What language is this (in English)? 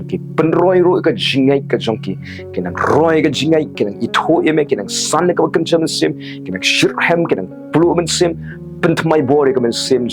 Khasi